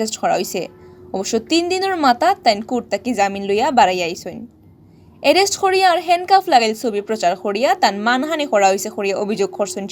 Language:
Sylheti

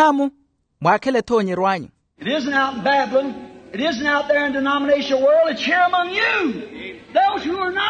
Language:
Makhuwa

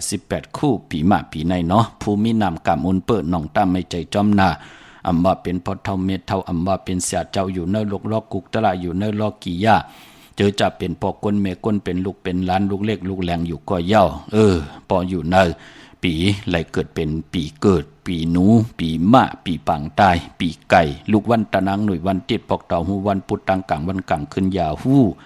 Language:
Shan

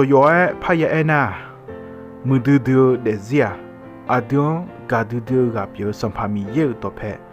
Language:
Akha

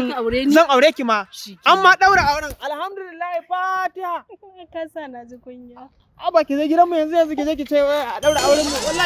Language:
Hausa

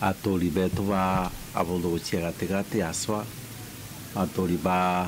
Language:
Meru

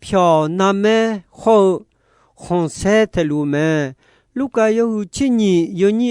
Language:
Akha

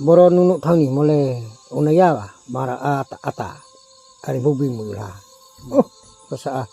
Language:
Riang (India)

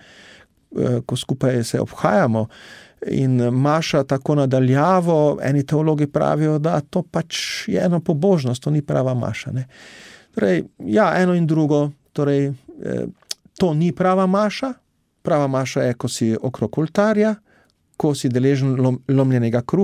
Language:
Slovenian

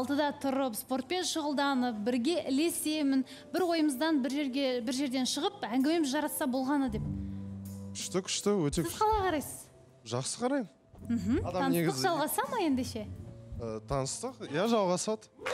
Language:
Kazakh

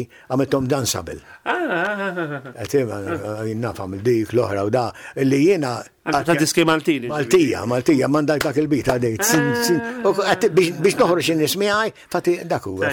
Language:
Maltese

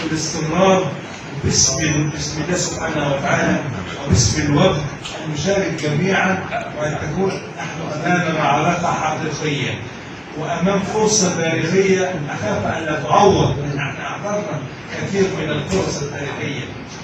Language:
Egyptian Arabic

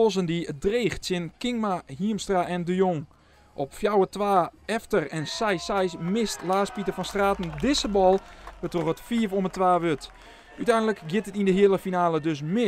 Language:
Western Frisian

